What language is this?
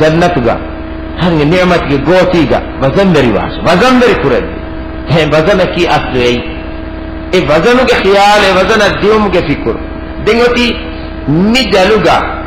Divehi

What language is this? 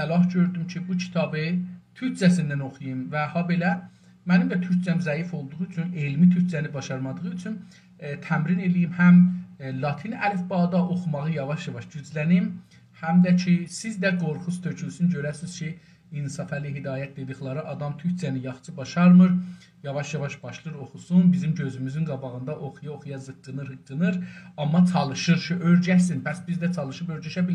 South Azerbaijani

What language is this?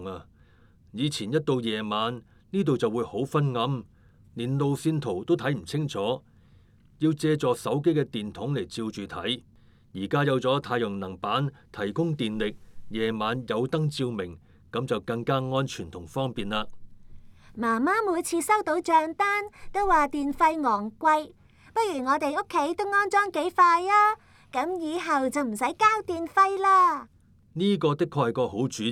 Cantonese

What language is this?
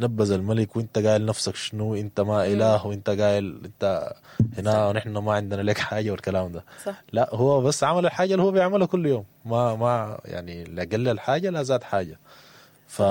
Sudanese Arabic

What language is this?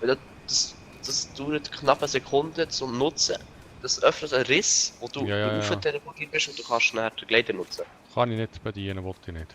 Swiss German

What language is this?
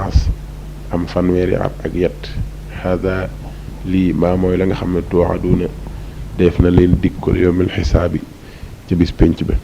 Wolof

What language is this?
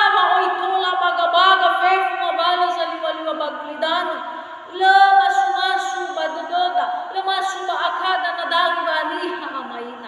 Nias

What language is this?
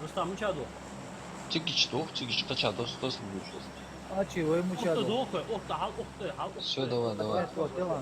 Ingush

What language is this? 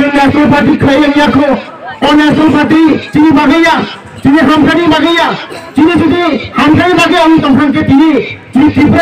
Kok Borok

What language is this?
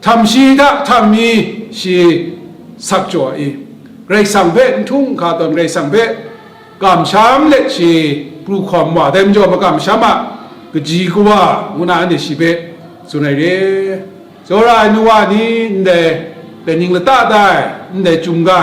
Kachin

